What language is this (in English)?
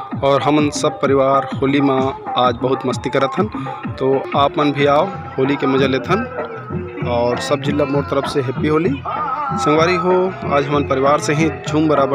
Chhattisgarhi